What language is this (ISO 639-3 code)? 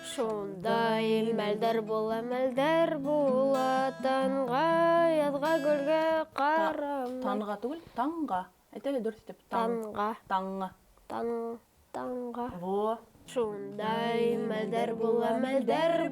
bak